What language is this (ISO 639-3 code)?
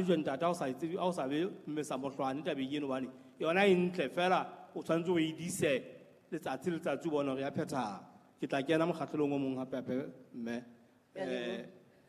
sot